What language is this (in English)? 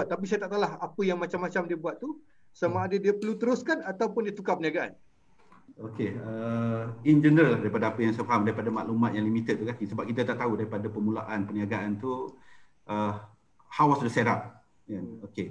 Malay